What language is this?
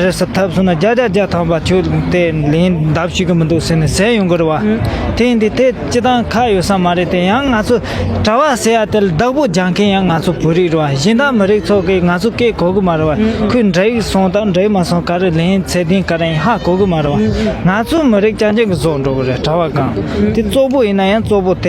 Tibetan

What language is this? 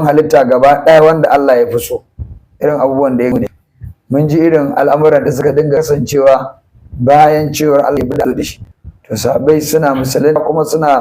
Hausa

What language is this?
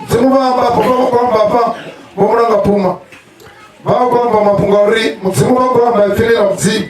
Venda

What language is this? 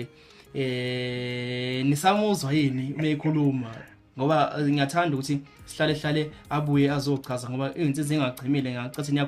Zulu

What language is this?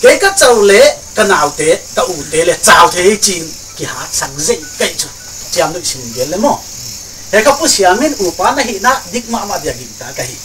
Paite Chin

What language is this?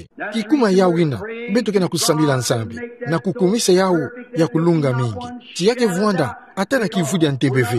Kituba (Democratic Republic of Congo)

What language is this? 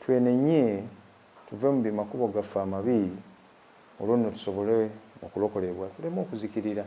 Ganda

